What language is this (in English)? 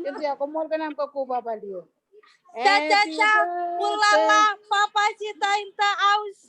Marshallese